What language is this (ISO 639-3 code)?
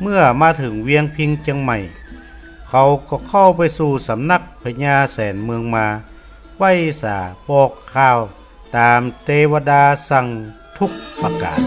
nod